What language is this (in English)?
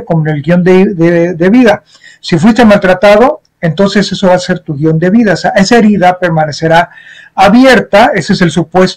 Spanish